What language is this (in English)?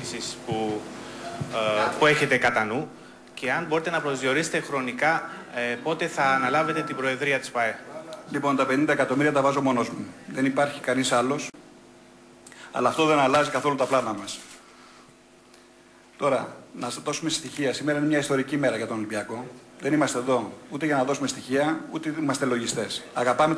Greek